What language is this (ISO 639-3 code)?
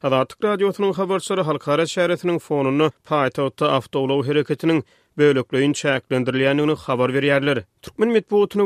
tuk